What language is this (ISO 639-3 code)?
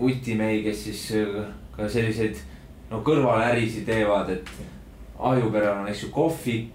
est